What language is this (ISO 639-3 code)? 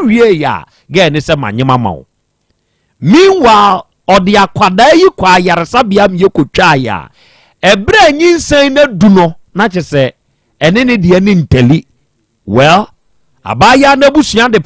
aka